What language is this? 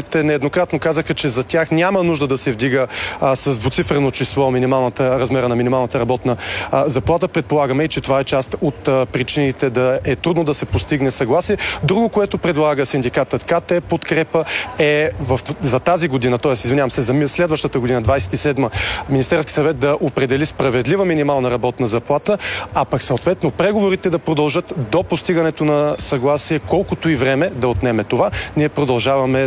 Bulgarian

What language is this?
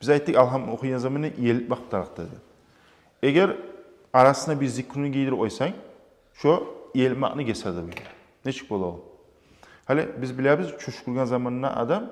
Kumyk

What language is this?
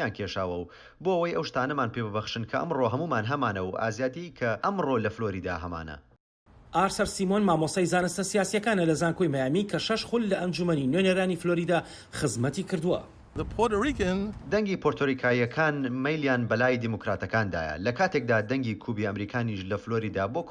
Central Kurdish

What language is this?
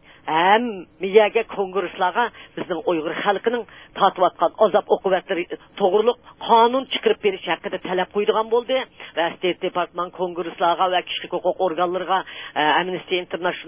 Uyghur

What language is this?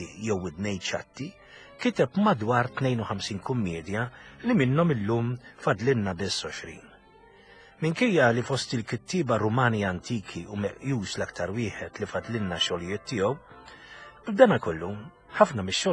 Maltese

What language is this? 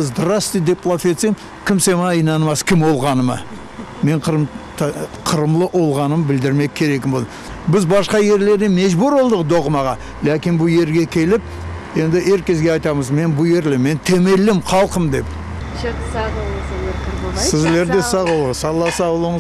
Crimean Tatar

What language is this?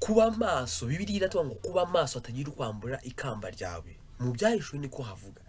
Kinyarwanda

